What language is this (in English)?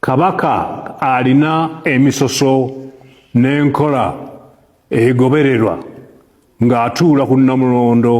Ganda